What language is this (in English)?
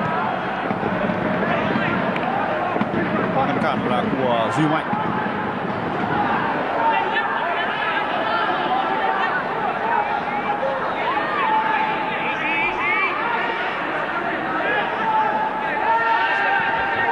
Vietnamese